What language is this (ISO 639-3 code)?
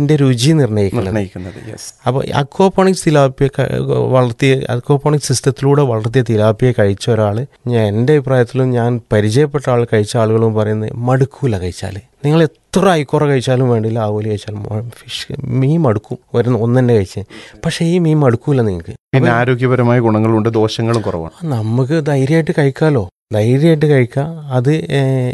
mal